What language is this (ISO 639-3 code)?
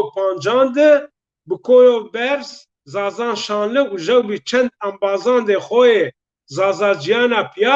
zza